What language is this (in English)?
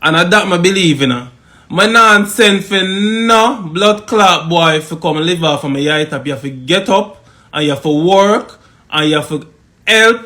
Jamaican Creole English